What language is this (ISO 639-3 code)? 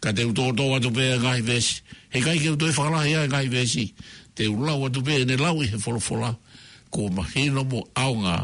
ton